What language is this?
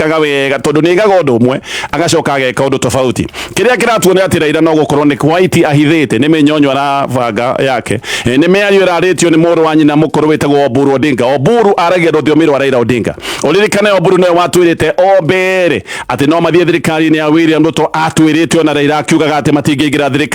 Kikuyu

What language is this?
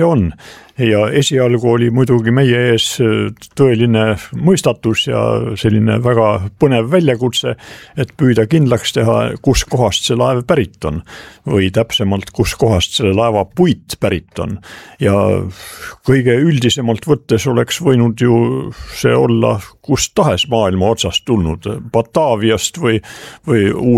Estonian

